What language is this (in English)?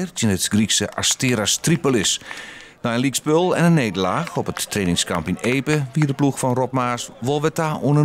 Western Frisian